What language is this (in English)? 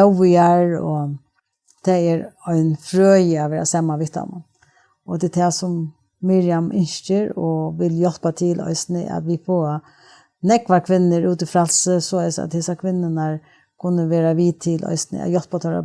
Faroese